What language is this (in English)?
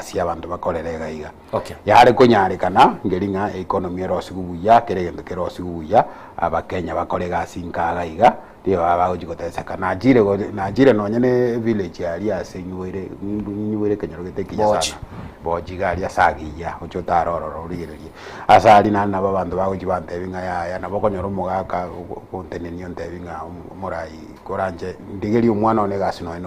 Gusii